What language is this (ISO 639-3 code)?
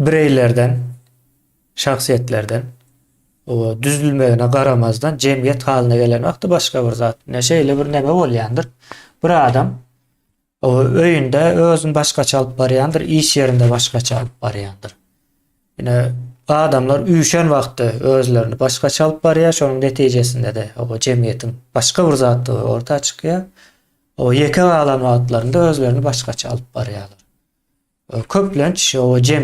tuk